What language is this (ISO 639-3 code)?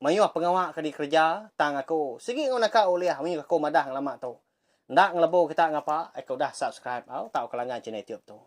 iba